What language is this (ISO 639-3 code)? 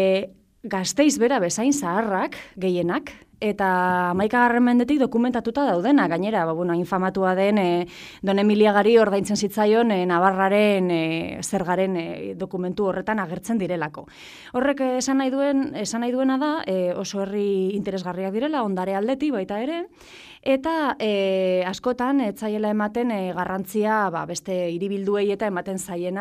eus